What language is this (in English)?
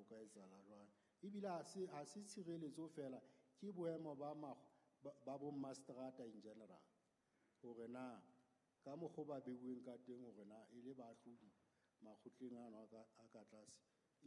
Southern Sotho